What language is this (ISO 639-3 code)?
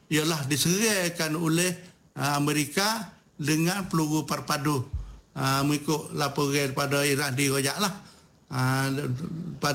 msa